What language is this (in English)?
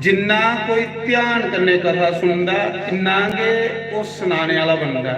Dogri